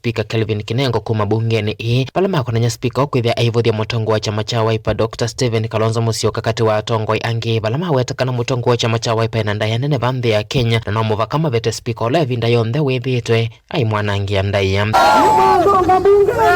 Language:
Kamba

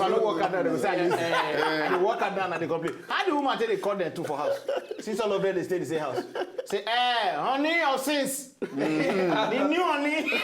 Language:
Nigerian Pidgin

